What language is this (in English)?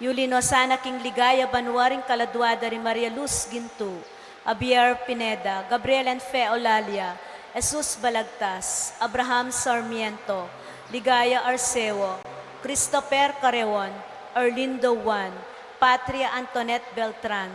Pampanga